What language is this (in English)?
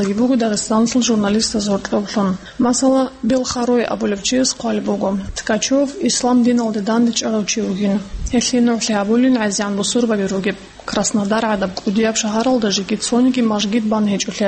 Avaric